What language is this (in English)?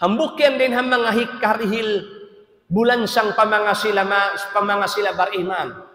Tausug